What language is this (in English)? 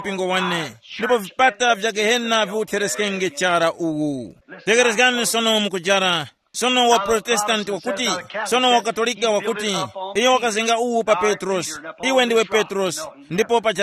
Tumbuka